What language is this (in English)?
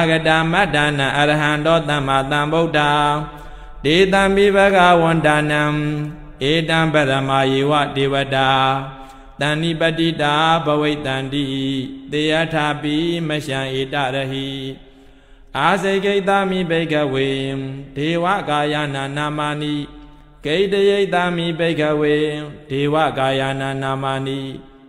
Burmese